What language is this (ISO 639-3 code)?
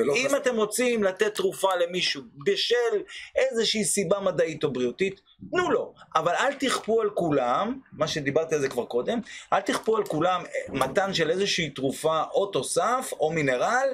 heb